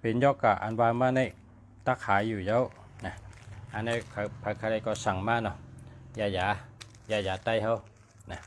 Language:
Shan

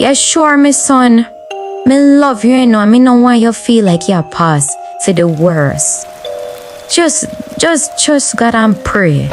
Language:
Jamaican Creole English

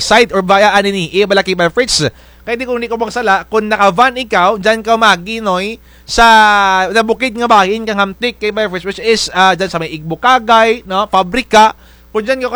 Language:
Kinaray-a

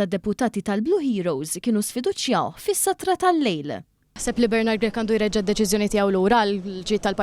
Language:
Maltese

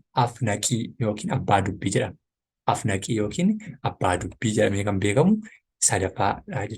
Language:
Oromo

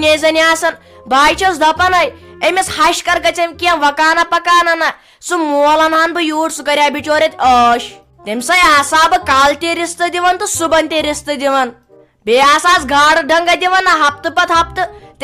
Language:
Kashmiri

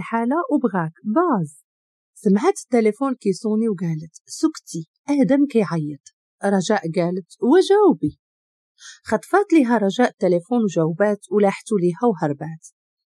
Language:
Moroccan Arabic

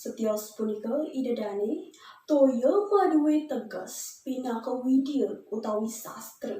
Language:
Balinese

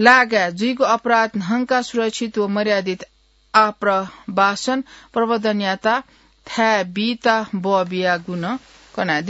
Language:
Newari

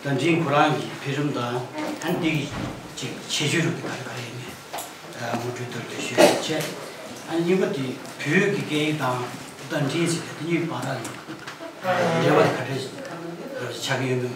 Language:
Tibetan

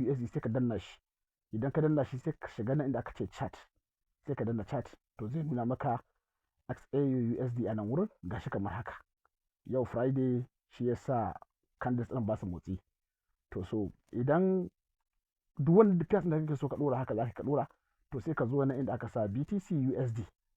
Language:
Hausa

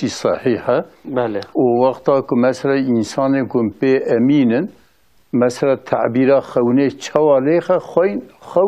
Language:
Kurdish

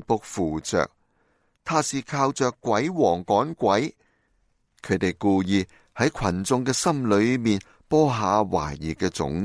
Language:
Cantonese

